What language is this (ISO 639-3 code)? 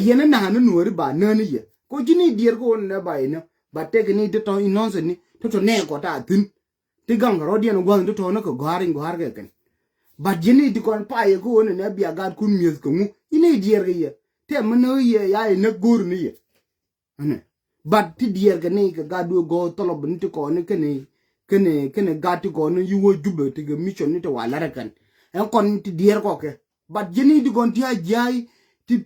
nus